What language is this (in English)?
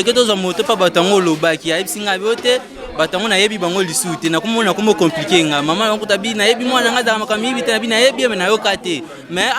Lingala